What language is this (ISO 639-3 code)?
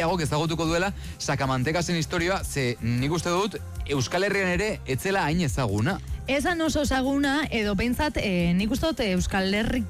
eus